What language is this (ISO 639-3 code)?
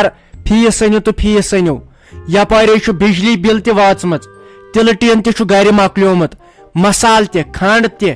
kas